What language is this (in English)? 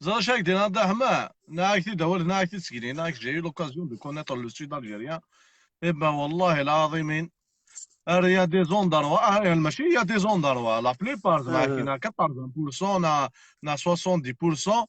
Kabyle